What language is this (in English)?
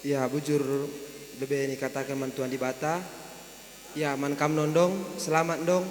Batak Karo